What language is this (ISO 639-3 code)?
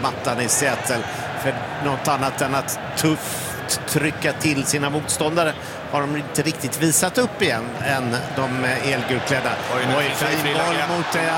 swe